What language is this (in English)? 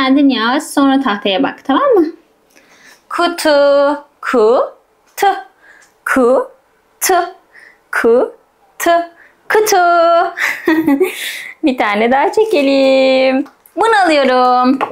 Turkish